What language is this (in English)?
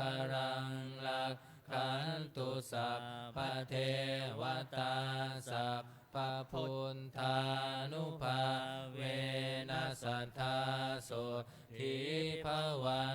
Pali